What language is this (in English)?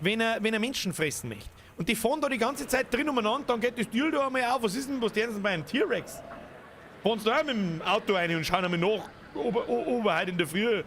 Bavarian